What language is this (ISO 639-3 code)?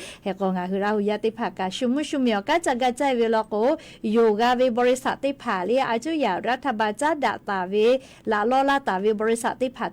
lhu